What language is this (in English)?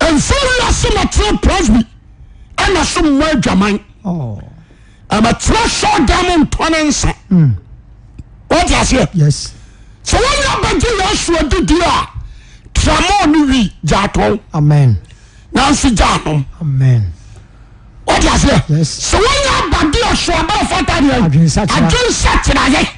Akan